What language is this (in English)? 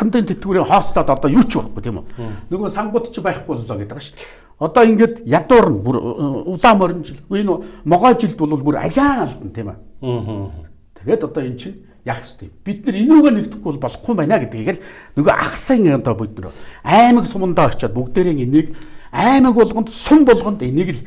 Mongolian